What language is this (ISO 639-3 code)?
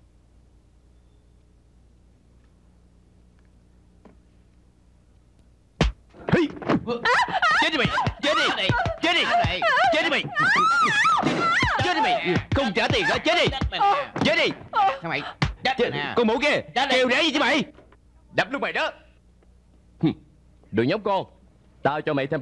vie